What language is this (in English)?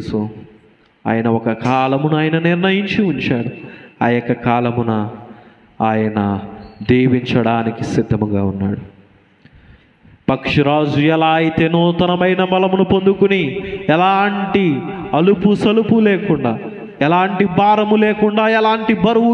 Telugu